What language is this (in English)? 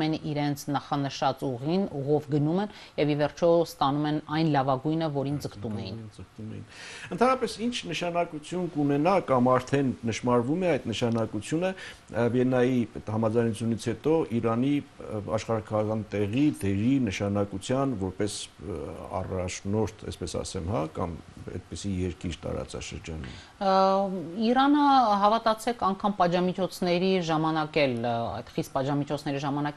Armenian